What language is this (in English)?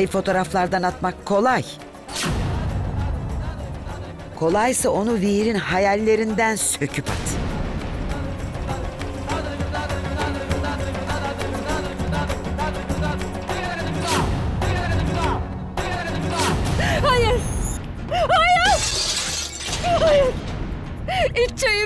Turkish